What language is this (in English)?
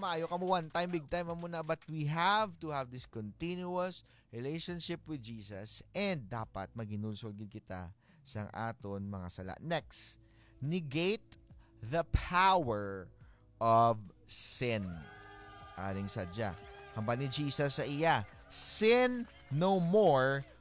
Hiligaynon